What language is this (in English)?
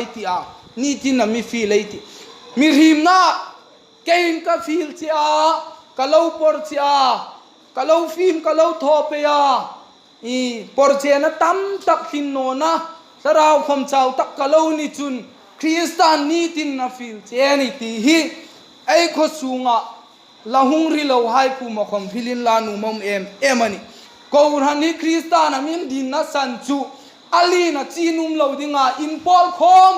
Hmar